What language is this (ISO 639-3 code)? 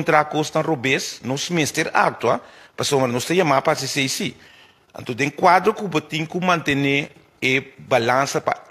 pap